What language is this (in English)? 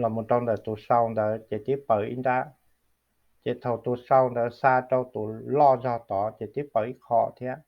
Hmong